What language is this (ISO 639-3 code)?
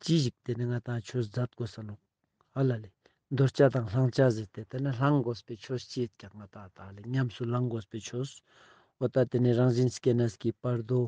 lbj